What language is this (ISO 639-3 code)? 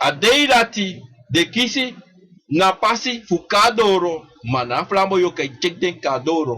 srn